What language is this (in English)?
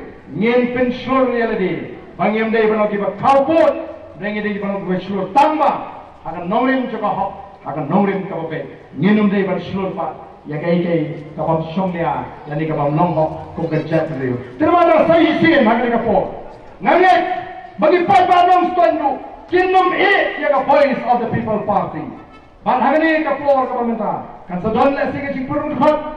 Khasi